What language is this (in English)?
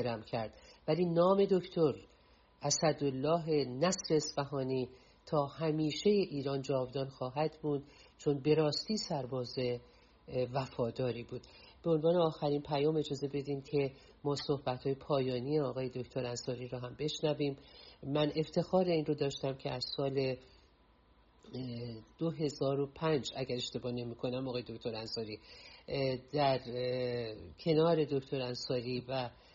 Persian